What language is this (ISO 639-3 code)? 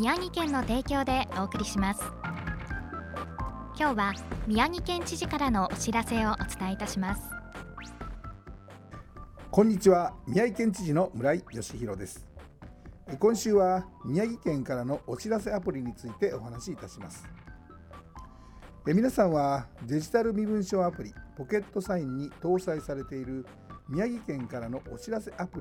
jpn